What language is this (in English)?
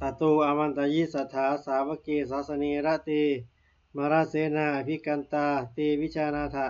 Pali